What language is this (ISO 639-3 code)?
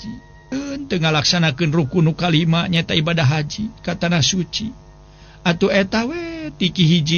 sun